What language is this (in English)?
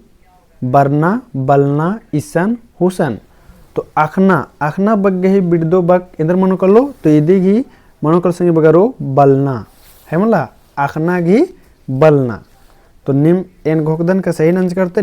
Kurukh